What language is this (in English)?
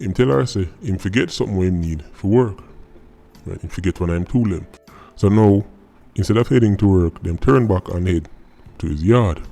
Jamaican Creole English